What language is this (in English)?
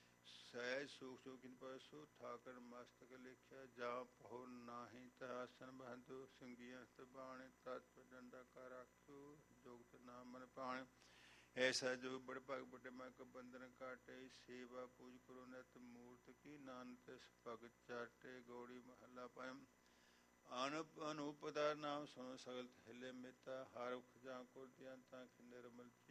Punjabi